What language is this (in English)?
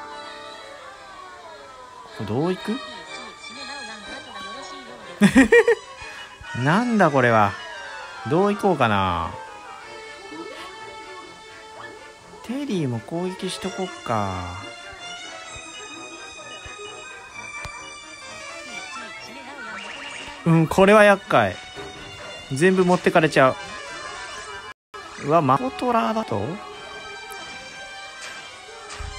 Japanese